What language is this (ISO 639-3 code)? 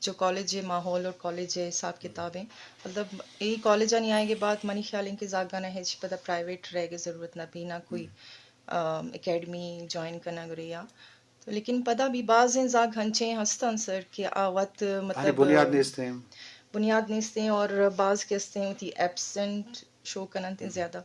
bgp